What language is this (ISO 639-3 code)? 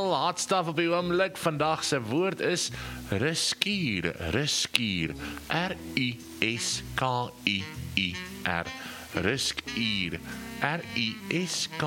afr